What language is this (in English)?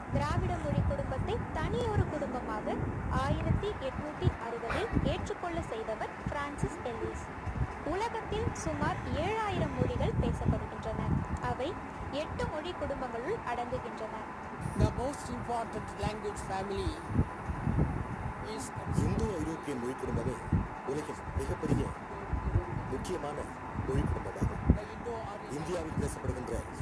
Tamil